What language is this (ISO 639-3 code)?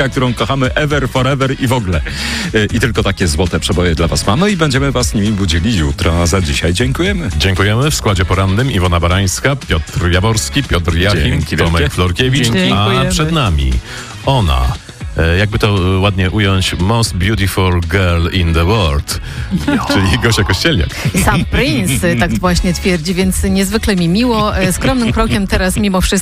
pol